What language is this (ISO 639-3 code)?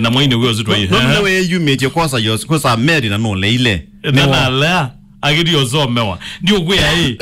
kam